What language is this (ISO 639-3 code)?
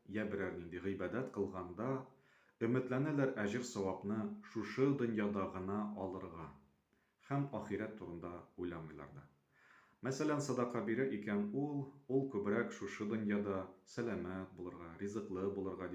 tat